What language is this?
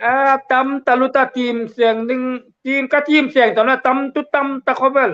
Hmar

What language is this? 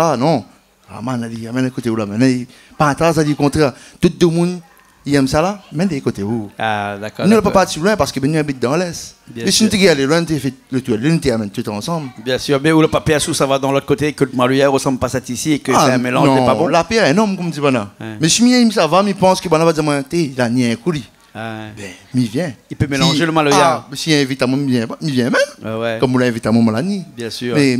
Réunion Creole French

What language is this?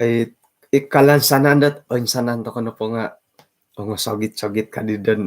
Central Dusun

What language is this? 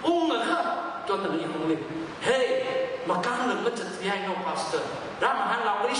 Tangkhul Naga (India)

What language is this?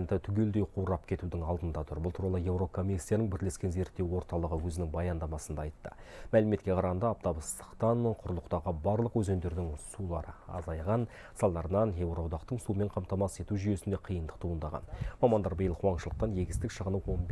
Kazakh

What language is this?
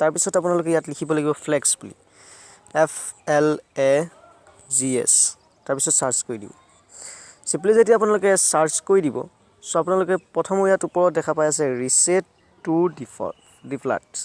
Assamese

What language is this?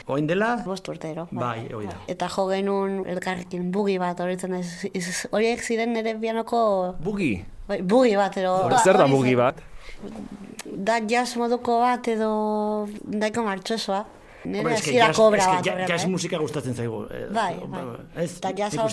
Basque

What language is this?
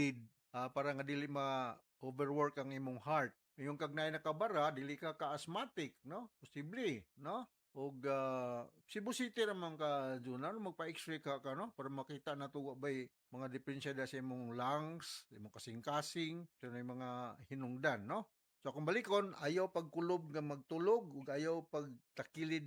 Cebuano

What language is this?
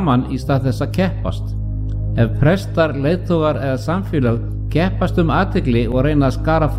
Icelandic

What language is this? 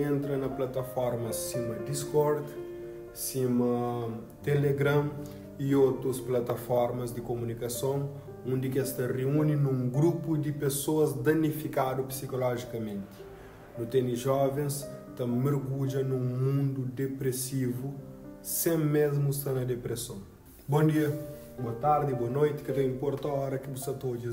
Kabuverdianu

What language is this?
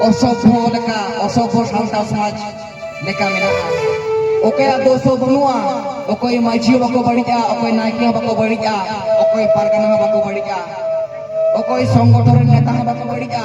Santali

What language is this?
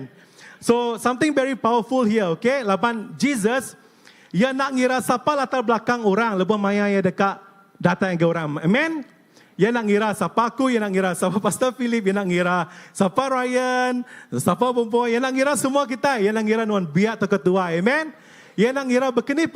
Iban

